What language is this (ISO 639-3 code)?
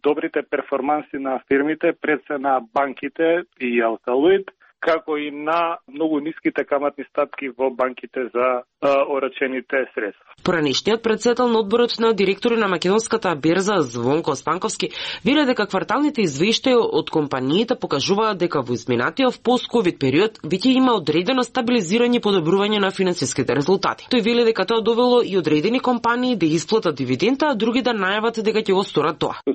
mkd